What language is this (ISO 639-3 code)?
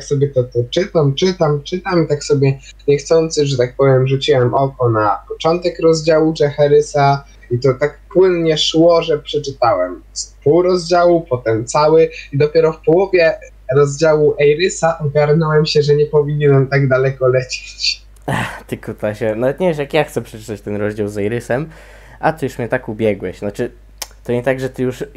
pol